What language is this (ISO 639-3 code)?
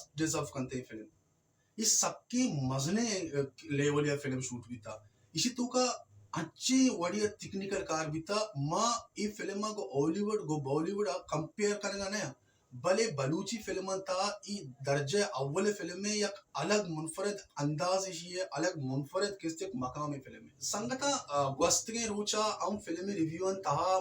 bal